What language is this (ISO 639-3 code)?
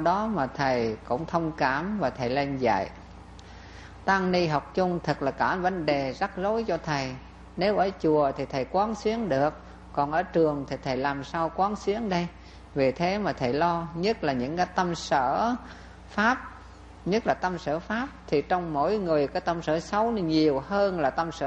vie